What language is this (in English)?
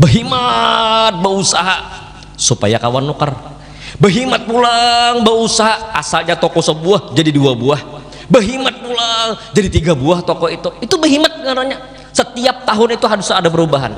Banjar